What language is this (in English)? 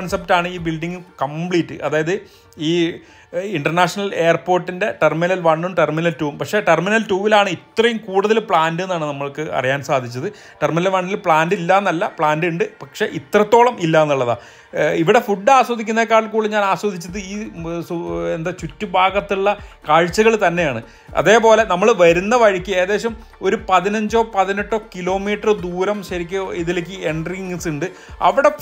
Malayalam